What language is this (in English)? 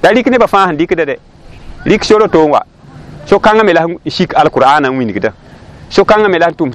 Mossi